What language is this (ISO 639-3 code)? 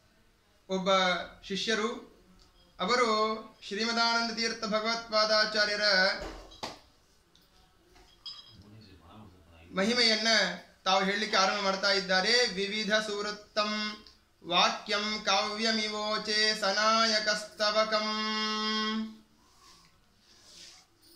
kan